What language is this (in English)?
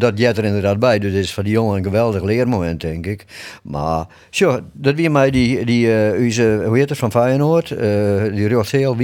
Western Frisian